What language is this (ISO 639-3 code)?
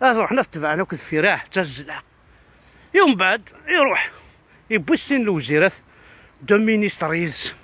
kab